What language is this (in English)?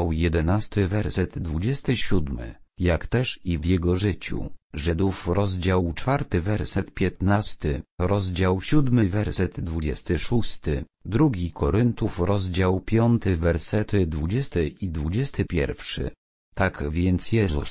Polish